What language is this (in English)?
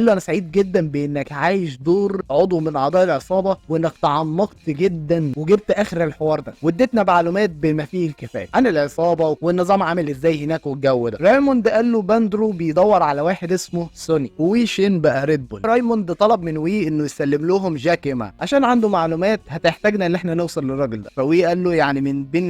Egyptian Arabic